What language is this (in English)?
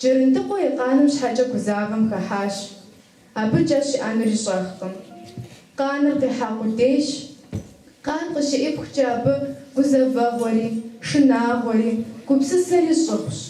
Kabardian